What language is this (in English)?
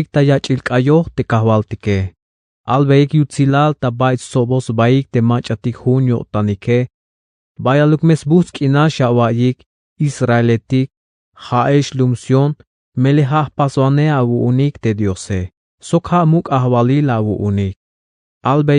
Tzeltal